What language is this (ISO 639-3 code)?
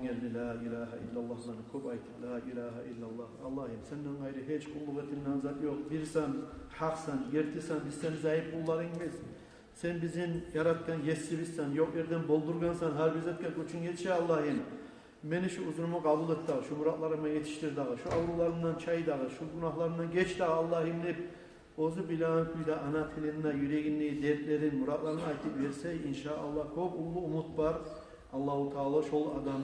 kum